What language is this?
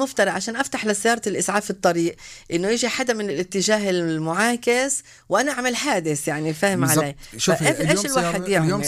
North Levantine Arabic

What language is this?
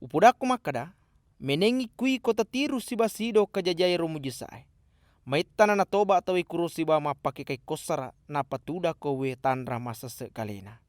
Buginese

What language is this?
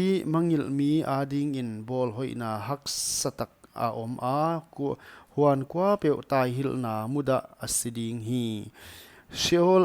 Paite Chin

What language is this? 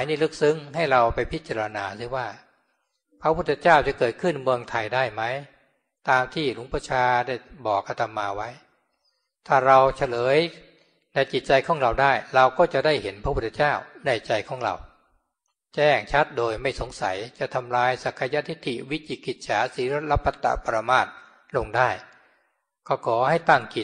Thai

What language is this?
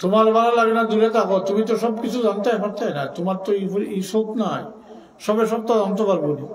Sylheti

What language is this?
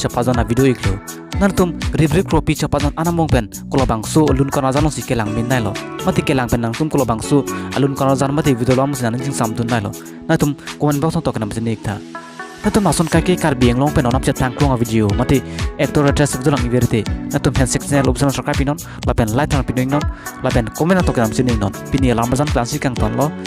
Karbi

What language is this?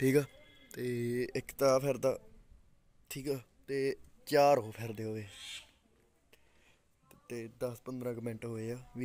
Punjabi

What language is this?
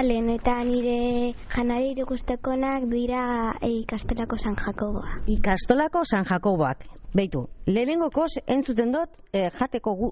Basque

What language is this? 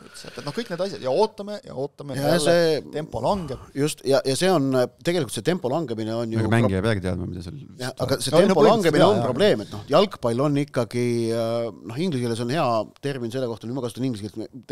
Estonian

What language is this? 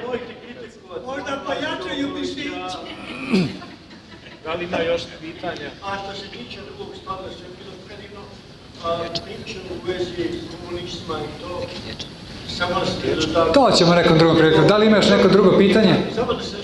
Serbian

